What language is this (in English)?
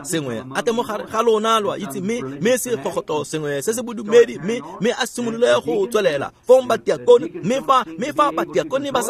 Tswana